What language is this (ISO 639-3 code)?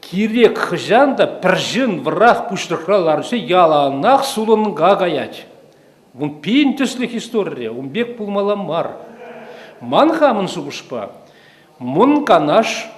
chv